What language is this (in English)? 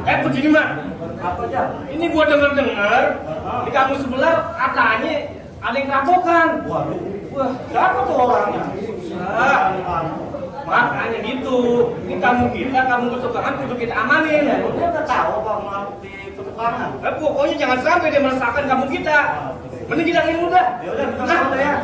Betawi